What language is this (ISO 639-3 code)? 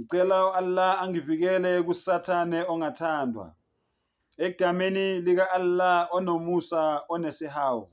zul